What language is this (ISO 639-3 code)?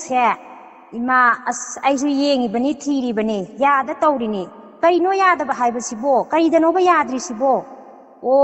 mni